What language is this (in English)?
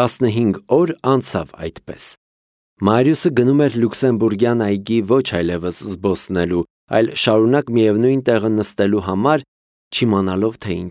Armenian